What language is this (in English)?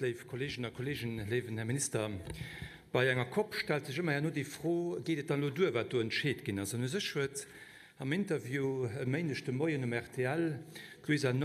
Luxembourgish